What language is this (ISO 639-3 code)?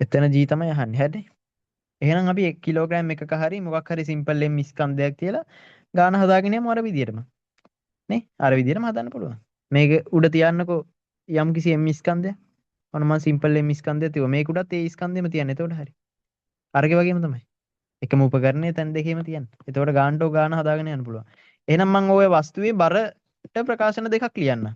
sin